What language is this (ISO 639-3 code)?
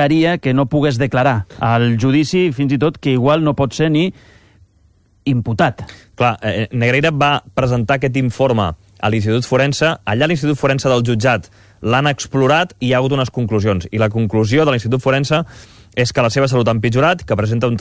cat